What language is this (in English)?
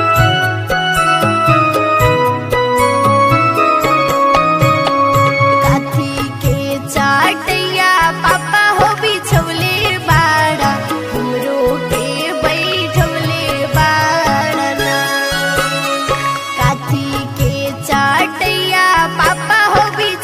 Bhojpuri